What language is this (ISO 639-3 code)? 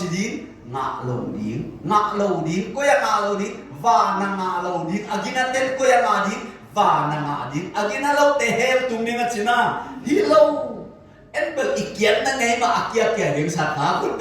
ctd